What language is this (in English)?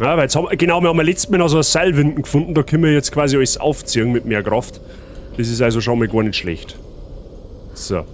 Bavarian